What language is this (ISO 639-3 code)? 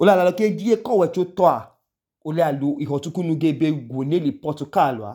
idu